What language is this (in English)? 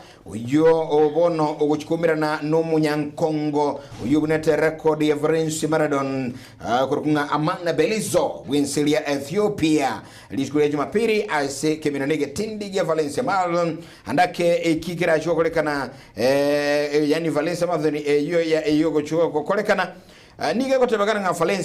Gusii